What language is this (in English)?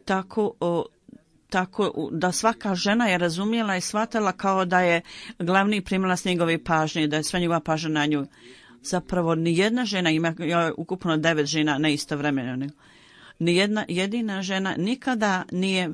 Bosnian